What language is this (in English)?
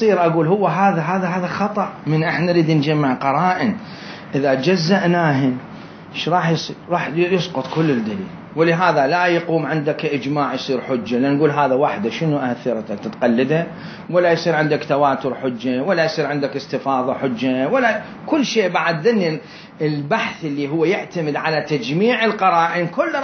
Mesopotamian Arabic